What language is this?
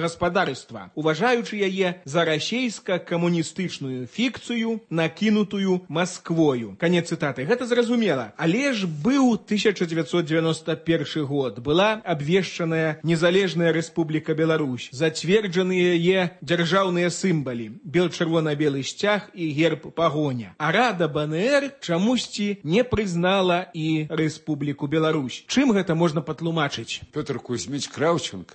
Belarusian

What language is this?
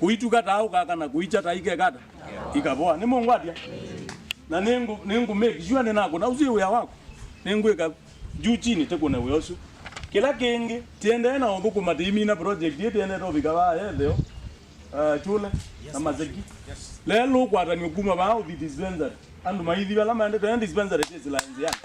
Kamba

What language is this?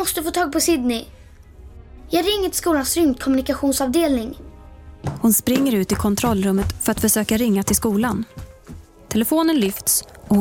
Swedish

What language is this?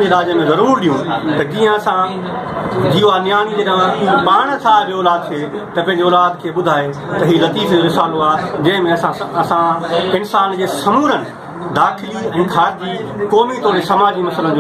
Sindhi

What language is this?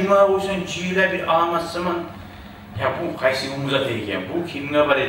Kumyk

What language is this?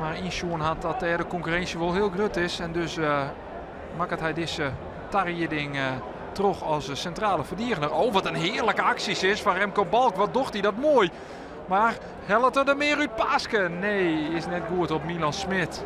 Western Frisian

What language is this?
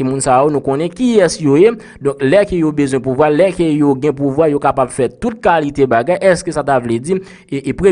Haitian Creole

